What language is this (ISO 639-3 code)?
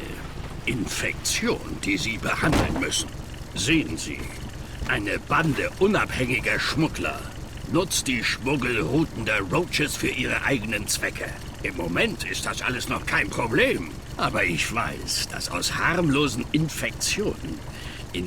bar